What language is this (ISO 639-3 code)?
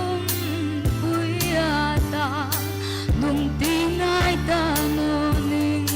hmr